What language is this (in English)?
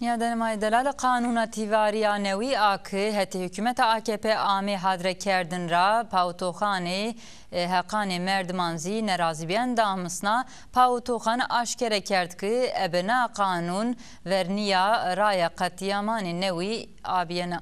Zaza